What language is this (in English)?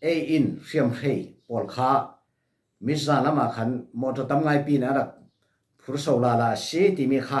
Falam Chin